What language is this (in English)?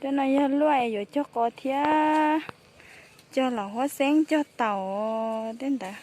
Hmong